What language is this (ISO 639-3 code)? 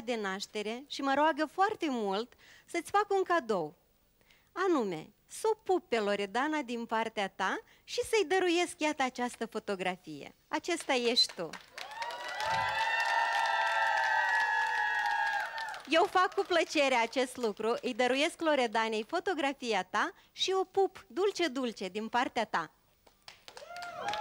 ron